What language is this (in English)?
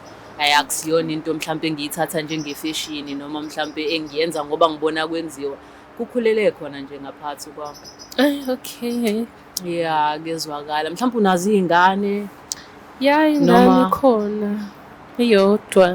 Zulu